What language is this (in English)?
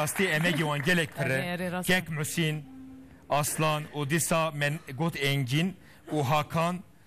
Kurdish